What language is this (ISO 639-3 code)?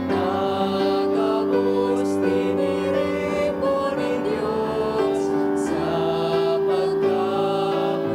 bik